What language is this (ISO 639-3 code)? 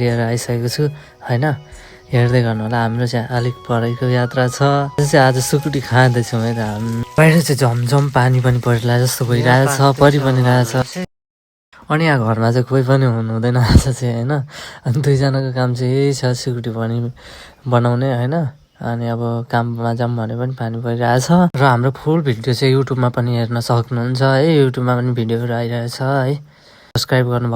nep